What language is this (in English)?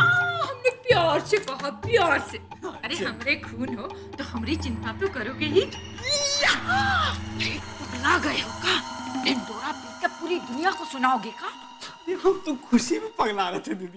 Hindi